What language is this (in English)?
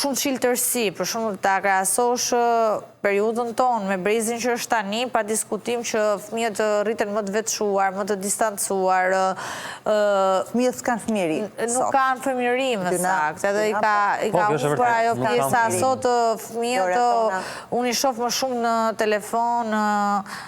Albanian